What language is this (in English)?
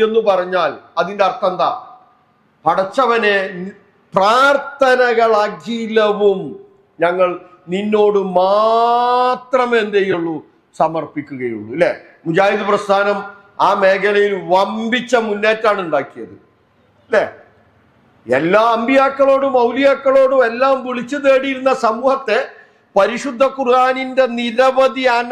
Malayalam